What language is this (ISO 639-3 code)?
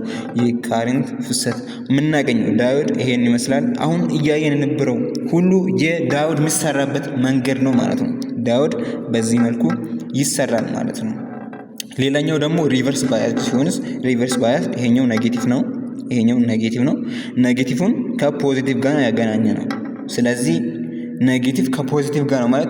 amh